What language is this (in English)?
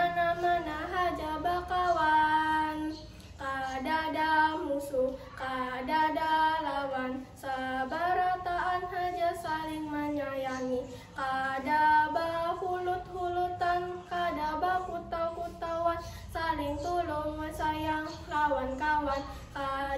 Banjar